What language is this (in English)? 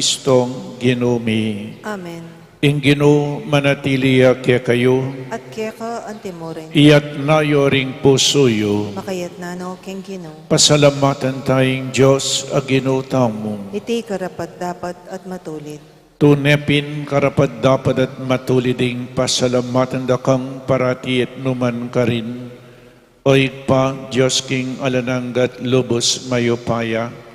Pampanga